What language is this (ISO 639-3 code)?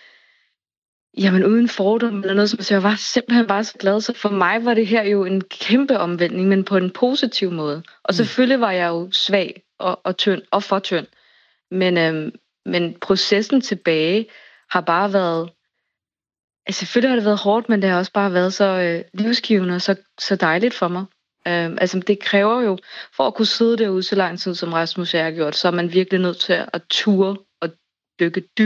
dan